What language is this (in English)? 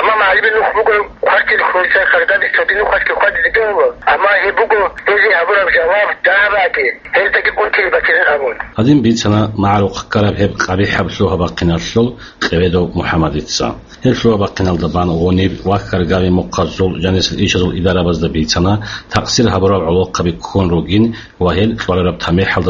Avaric